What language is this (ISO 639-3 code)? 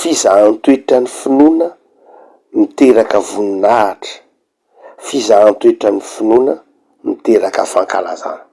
mlg